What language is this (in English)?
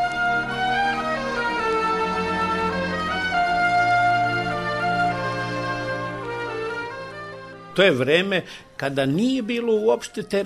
Serbian